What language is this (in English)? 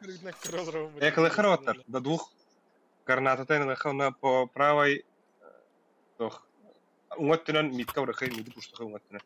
Yakut